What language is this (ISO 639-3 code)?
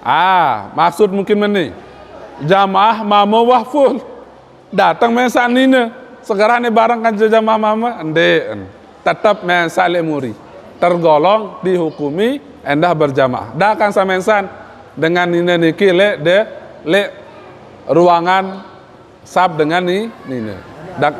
sas